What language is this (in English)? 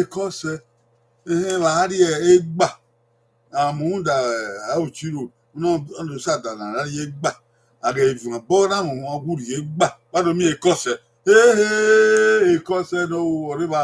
Bini